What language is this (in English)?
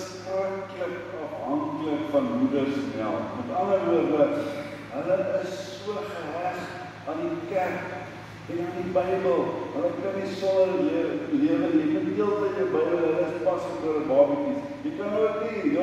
Afrikaans